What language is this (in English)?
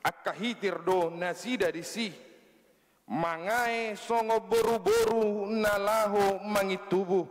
Batak Toba